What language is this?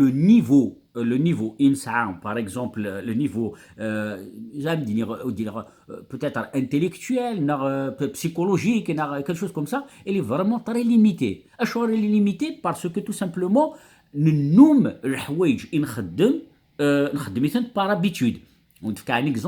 Kabyle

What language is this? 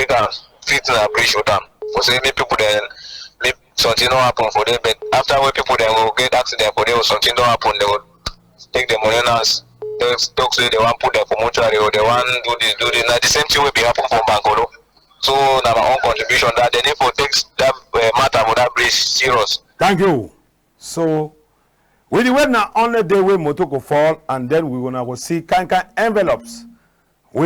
Cameroon Pidgin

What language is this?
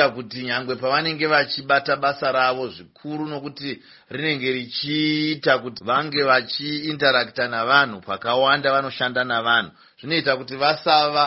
Shona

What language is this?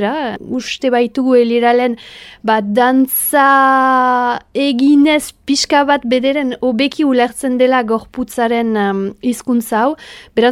Basque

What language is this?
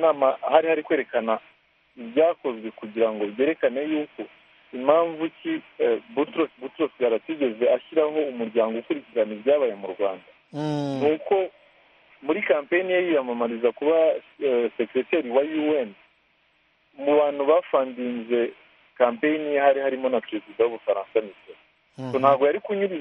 Kinyarwanda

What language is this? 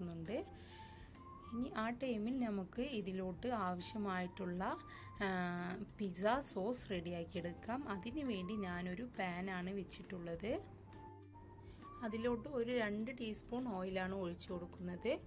Malayalam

